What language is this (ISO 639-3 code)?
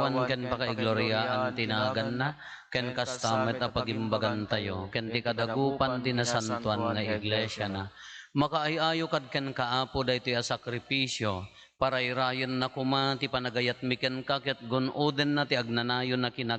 ilo